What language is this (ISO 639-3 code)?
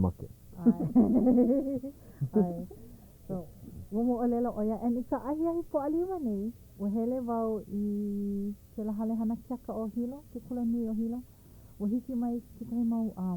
haw